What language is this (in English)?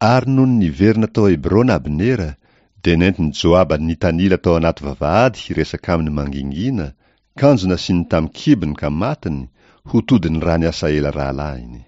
Malagasy